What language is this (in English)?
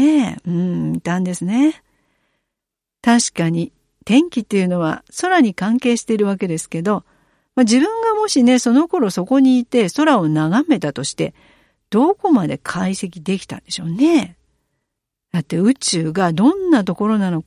Japanese